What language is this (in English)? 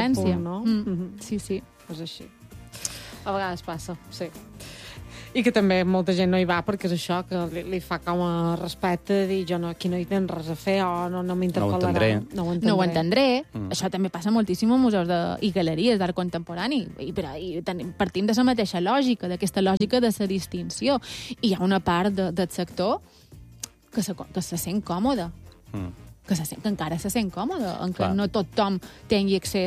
Catalan